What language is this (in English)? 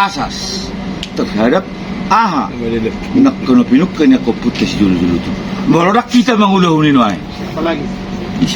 Batak Toba